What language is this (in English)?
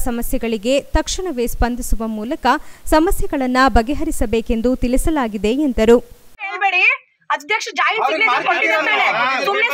Kannada